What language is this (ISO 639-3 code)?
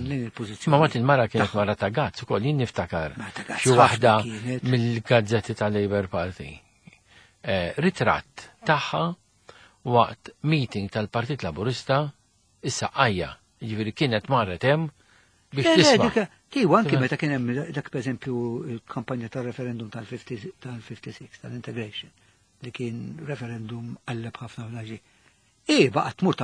mlt